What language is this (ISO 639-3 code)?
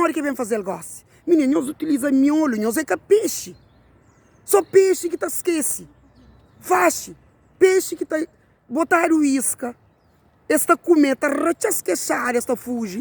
kea